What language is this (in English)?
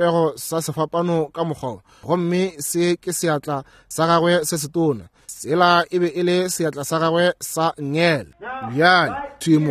Northern Sotho